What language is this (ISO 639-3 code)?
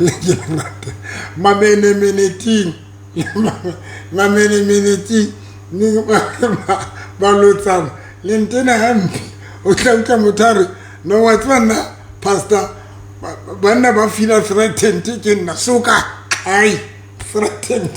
sot